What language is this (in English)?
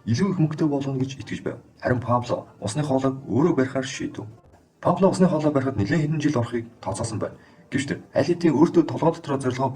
Mongolian